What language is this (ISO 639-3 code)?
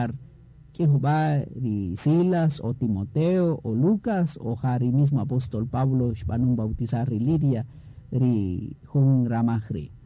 cak